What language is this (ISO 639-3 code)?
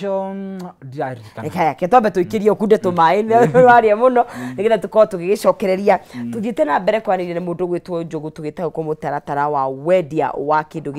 kik